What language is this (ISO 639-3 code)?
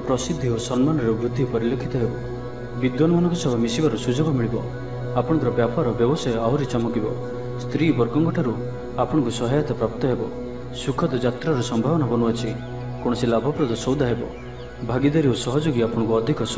ori